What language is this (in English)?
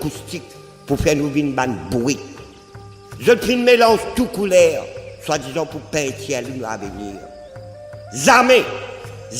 Morisyen